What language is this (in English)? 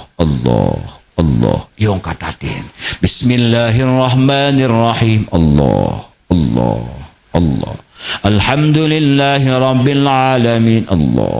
Sasak